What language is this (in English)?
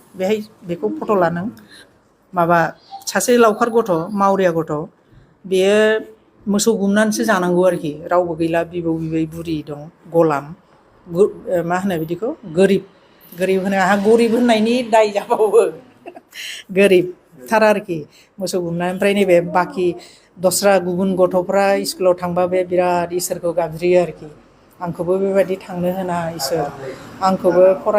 Bodo